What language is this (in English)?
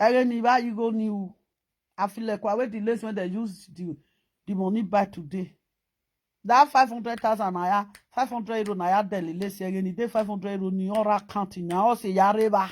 Nigerian Pidgin